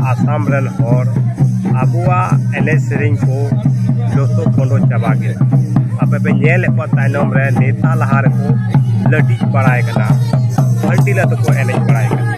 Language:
Santali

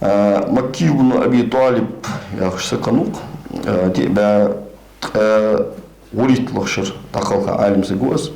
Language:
Ingush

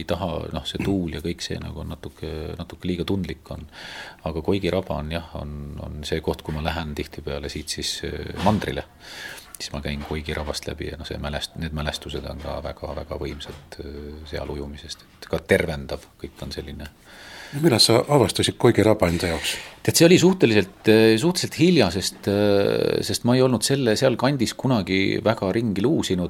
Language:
Estonian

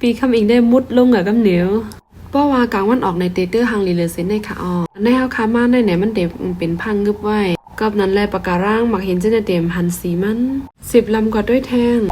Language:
Shan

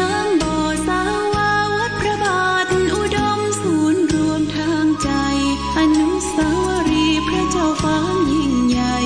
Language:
Pali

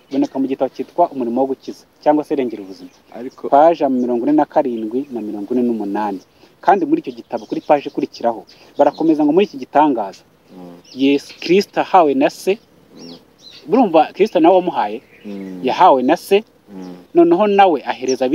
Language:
Kinyarwanda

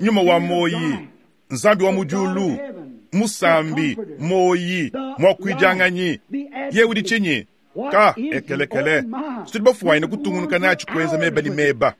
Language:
Luba-Lulua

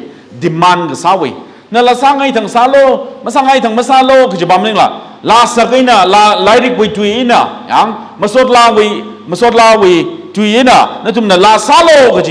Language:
Tangkhul Naga (India)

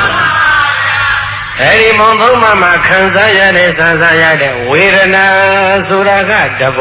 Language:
Burmese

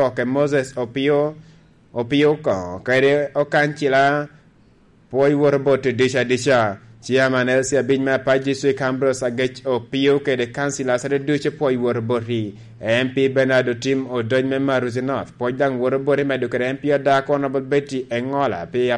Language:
Lango (Uganda)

